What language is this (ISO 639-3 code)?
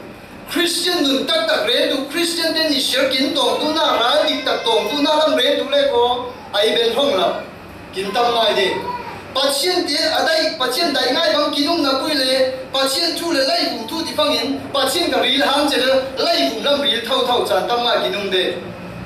cfm